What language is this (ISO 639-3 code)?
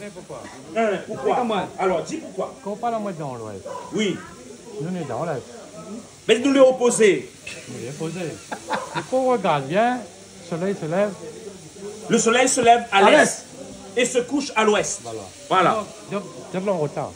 rcf